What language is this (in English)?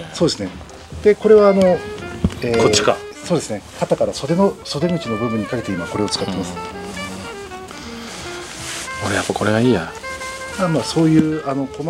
Japanese